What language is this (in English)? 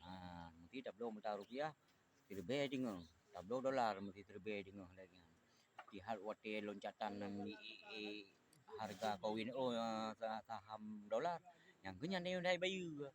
Achinese